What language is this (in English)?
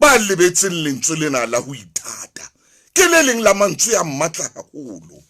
Southern Sotho